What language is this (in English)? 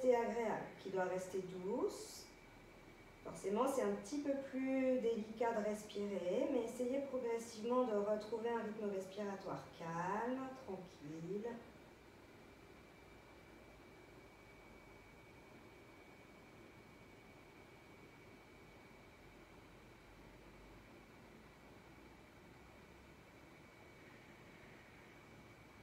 French